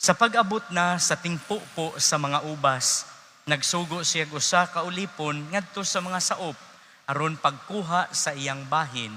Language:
Cebuano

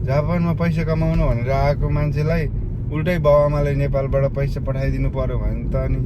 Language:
Nepali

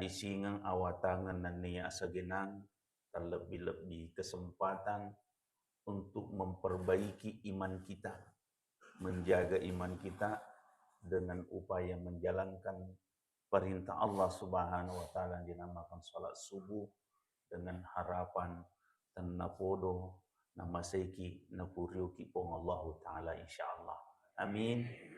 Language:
Buginese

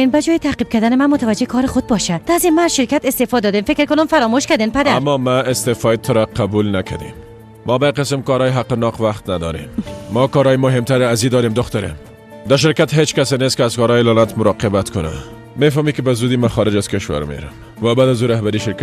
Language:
Persian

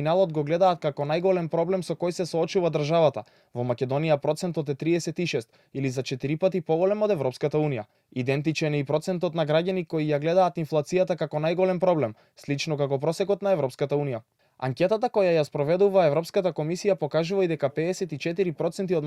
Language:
Macedonian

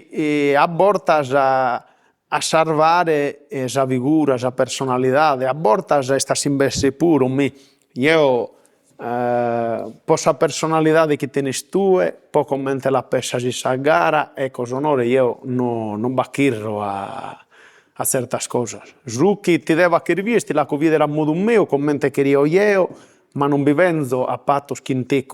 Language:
Sardinian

